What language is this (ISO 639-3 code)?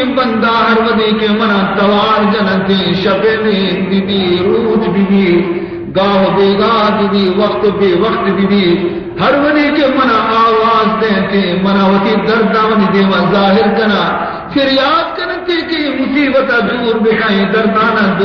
bal